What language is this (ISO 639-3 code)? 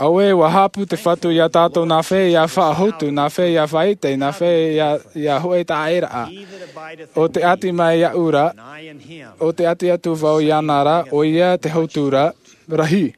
tah